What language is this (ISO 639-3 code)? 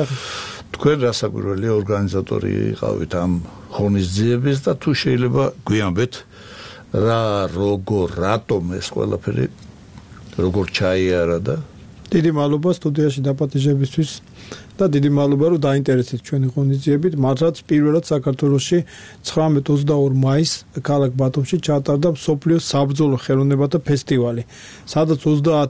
kat